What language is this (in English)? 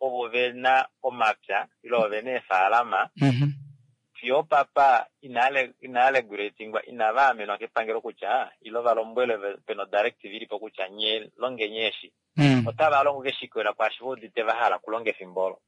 Kuanyama